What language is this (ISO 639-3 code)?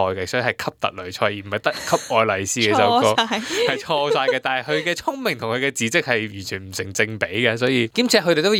yue